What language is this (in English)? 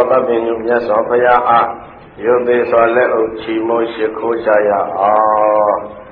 Burmese